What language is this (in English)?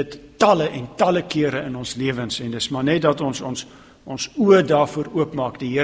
Afrikaans